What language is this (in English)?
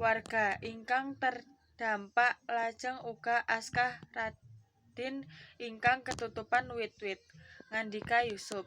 Javanese